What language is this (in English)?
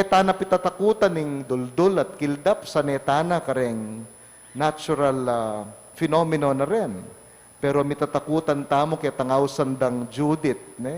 Pampanga